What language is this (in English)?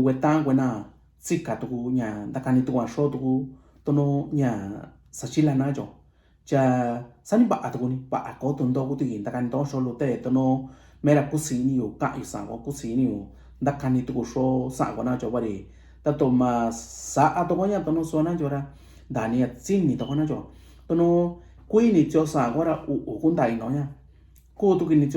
Mixtepec Mixtec